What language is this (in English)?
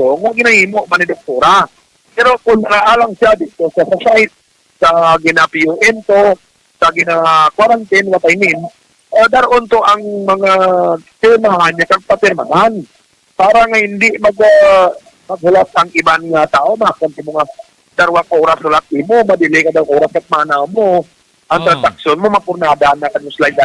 Hiligaynon